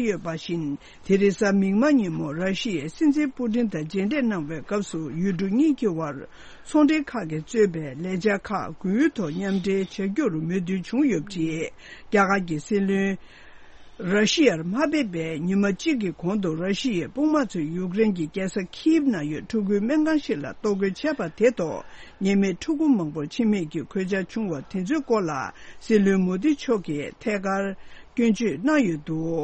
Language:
Tibetan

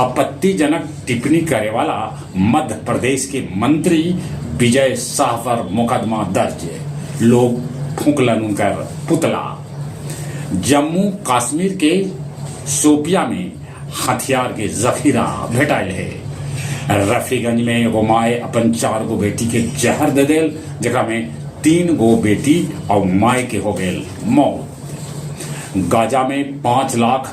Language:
Magahi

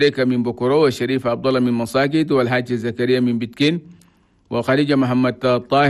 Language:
Chadian Arabic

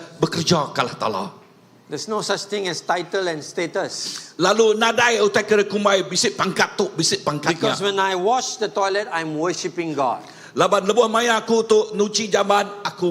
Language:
Iban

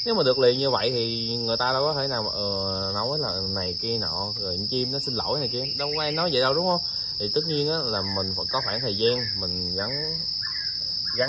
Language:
Vietnamese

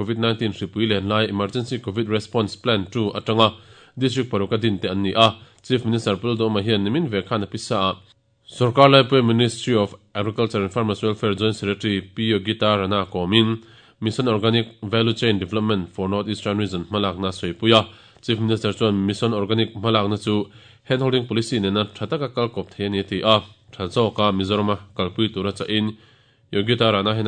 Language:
Mizo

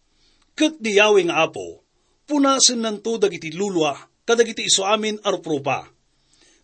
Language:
Iloko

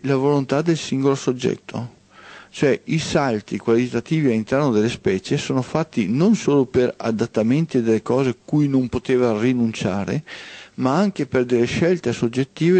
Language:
Italian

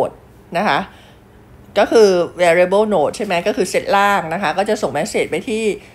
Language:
Thai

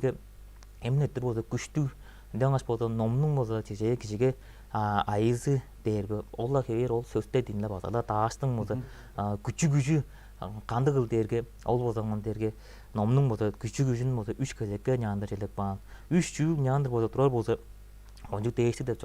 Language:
Tuvinian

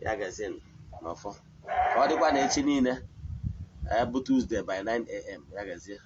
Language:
Igbo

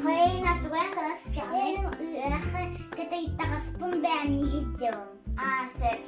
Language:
Yakut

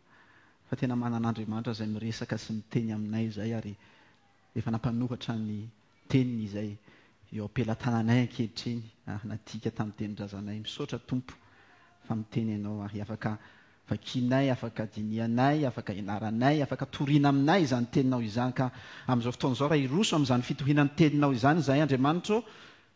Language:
Malagasy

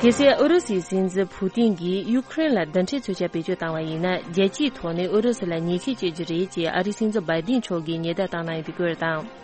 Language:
Tibetan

